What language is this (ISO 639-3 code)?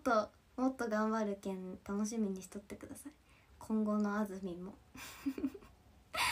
jpn